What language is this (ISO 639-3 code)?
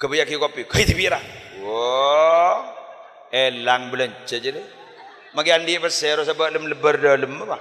mad